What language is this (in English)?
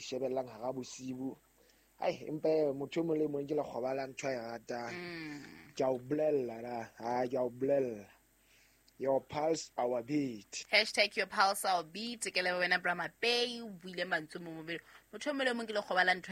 Southern Sotho